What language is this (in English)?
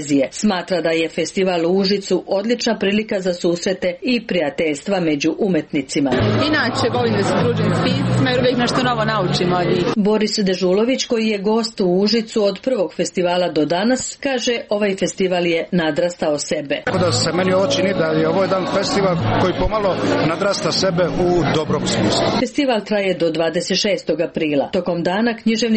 Serbian